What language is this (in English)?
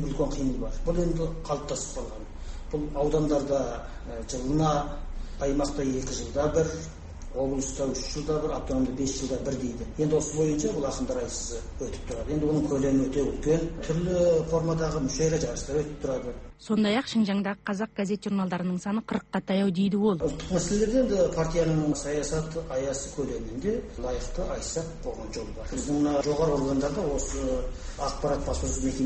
Kazakh